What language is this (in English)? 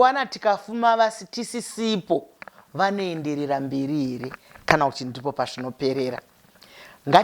Shona